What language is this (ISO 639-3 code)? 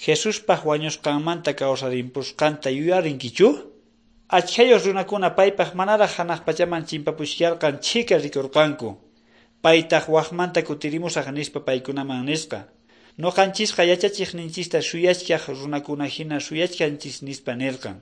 que